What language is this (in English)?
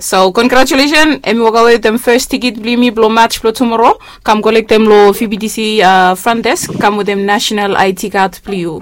Bislama